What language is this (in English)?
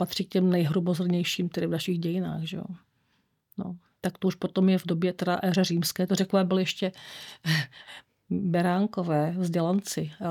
Czech